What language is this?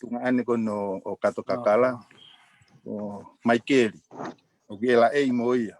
Tongan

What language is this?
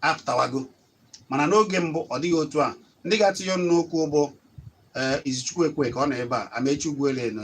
Igbo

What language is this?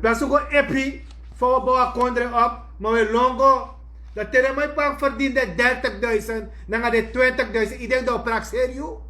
Sranan Tongo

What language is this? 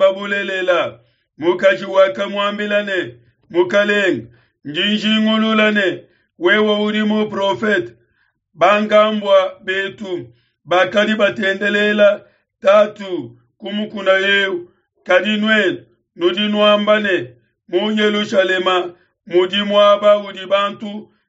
Luba-Lulua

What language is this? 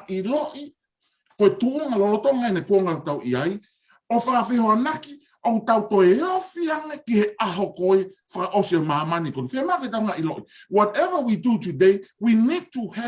Tongan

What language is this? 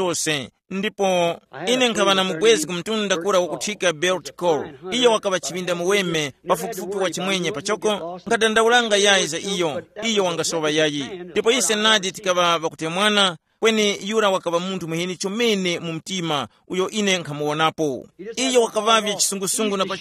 Tumbuka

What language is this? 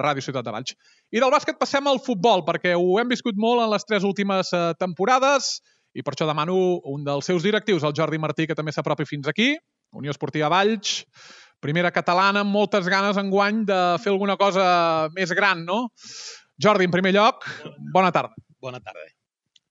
Catalan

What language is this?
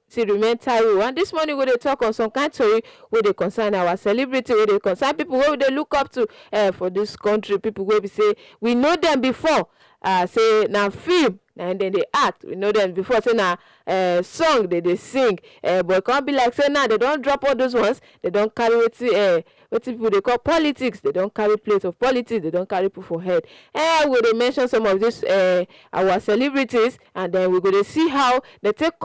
Nigerian Pidgin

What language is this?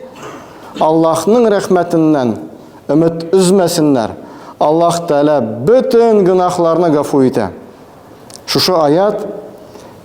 Tatar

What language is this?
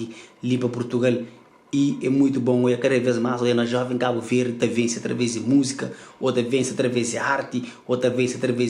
Kabuverdianu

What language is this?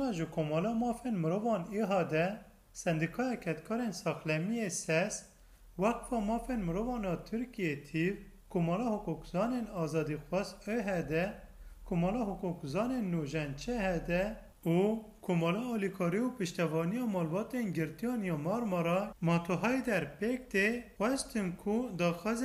Kurdish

